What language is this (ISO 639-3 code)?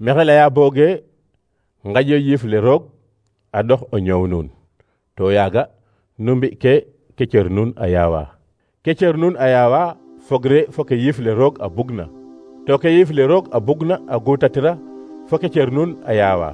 srr